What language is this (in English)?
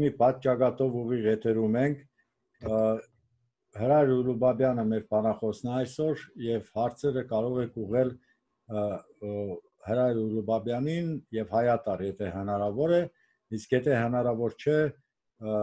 Armenian